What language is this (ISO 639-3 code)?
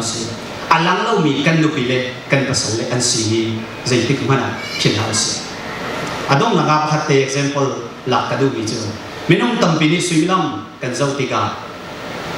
cnh